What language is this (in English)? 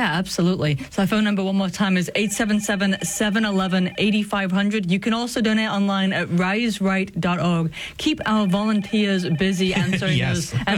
English